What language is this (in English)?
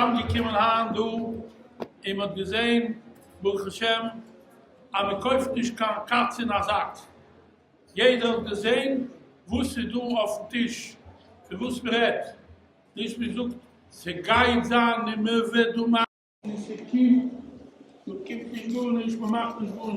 Yiddish